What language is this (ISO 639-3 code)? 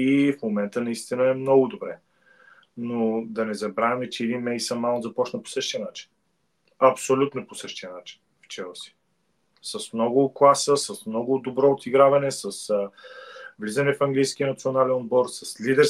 bul